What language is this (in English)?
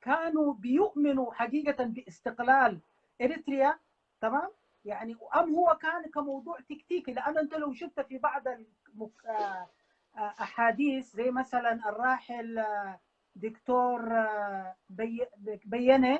Sudanese Arabic